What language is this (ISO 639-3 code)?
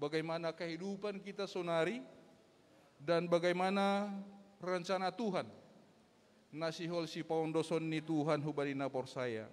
bts